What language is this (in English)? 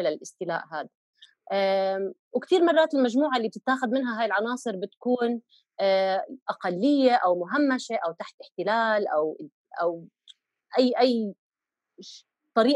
North Levantine Arabic